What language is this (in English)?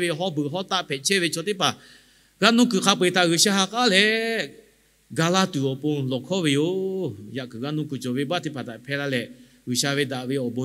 Lahu